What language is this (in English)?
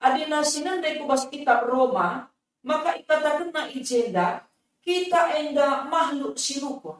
Batak Karo